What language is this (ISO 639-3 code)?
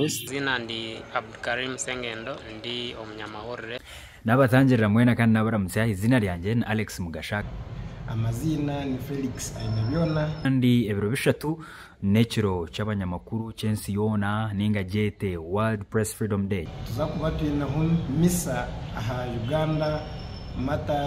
nyn